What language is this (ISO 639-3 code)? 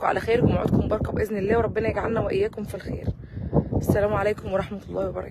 arz